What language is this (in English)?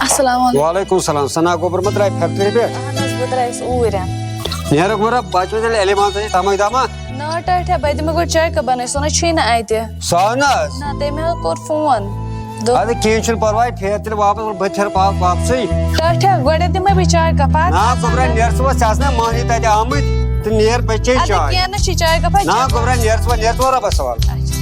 Kashmiri